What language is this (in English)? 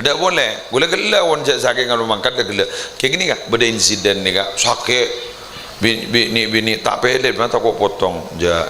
Madurese